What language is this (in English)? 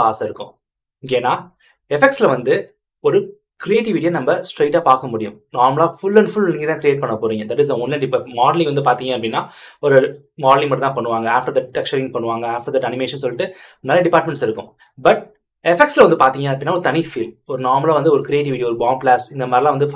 Tamil